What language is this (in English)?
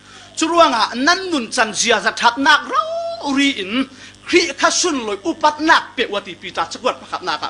Falam Chin